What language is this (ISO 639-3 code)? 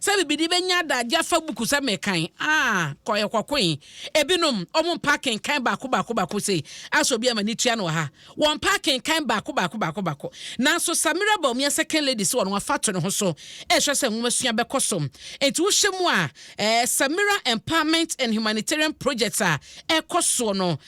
aka